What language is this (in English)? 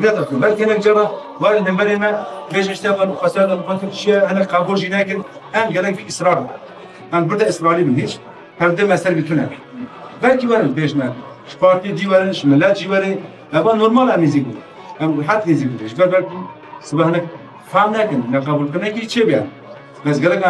Kurdish